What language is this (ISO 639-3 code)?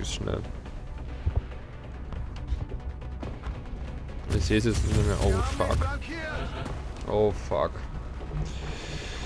deu